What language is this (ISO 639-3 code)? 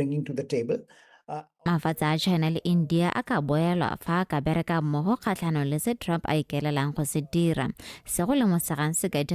tsn